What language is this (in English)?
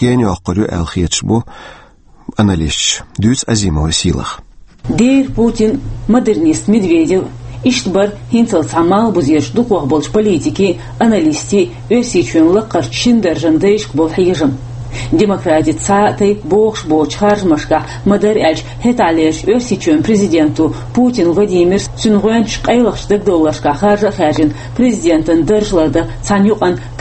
Chechen